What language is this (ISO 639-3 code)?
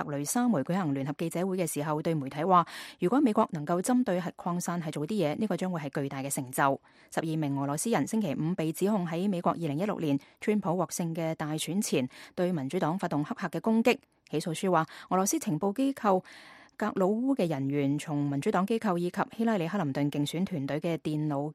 yue